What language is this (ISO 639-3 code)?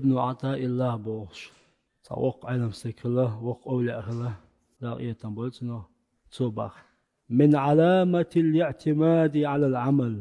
che